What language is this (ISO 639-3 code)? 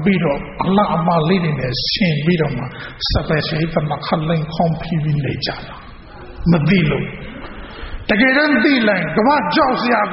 mya